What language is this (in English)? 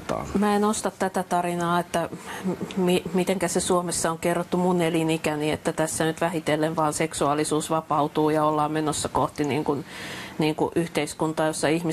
Finnish